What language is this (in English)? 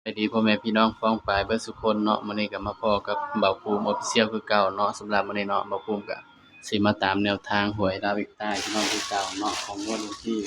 Northeastern Thai